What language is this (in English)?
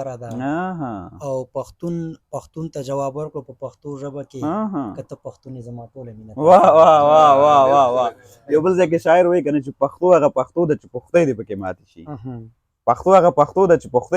Pashto